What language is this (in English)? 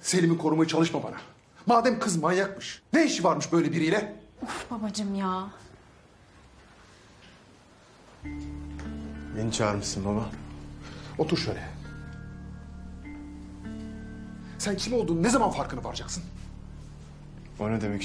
Turkish